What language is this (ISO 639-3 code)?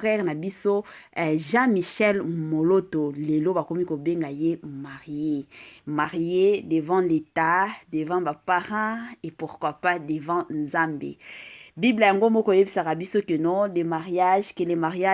lin